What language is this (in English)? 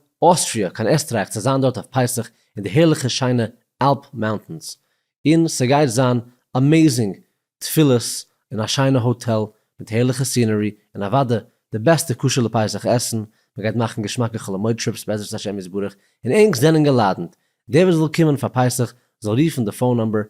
Yiddish